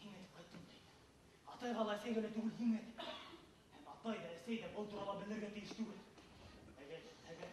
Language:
Bashkir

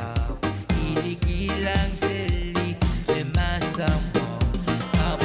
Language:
Pohnpeian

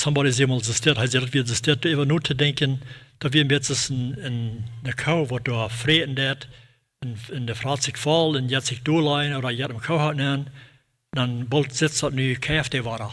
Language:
Plautdietsch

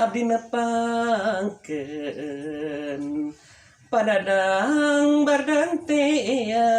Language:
Sundanese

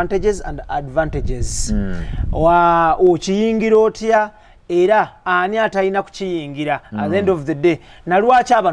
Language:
Ganda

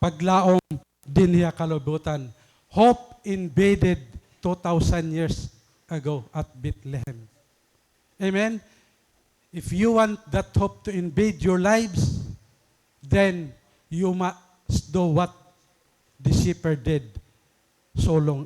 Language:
Waray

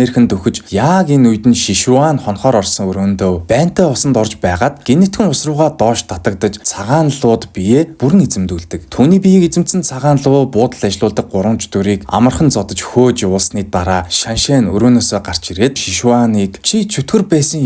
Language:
Mongolian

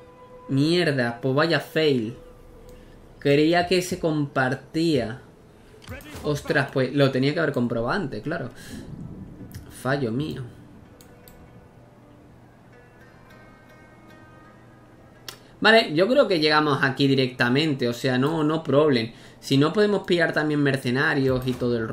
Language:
Spanish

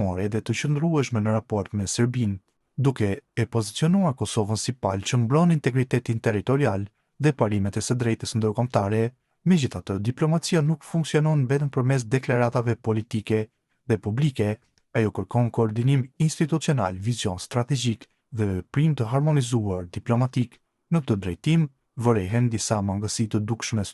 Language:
Albanian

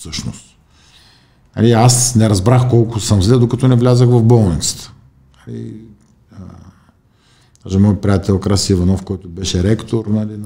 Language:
Bulgarian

